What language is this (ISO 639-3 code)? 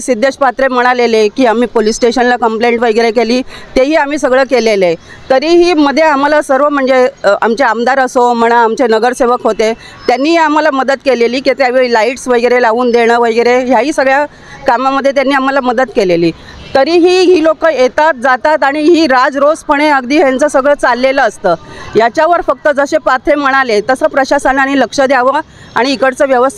mar